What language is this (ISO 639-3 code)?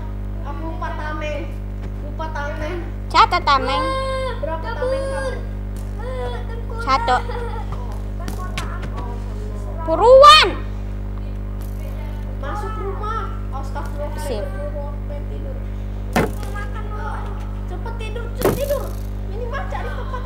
ind